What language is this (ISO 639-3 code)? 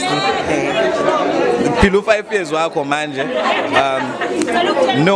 zul